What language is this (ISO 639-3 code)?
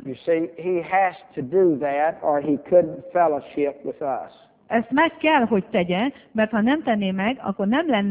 hun